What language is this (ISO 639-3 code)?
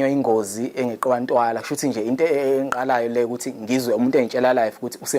zul